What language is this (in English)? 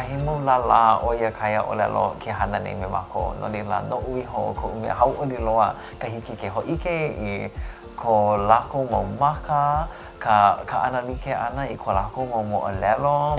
Hawaiian